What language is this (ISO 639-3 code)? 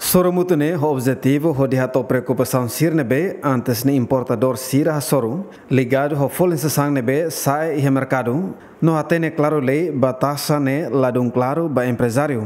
tet